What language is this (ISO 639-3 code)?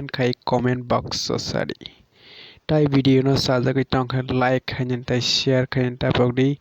trp